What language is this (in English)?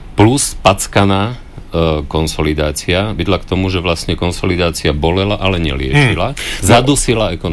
Slovak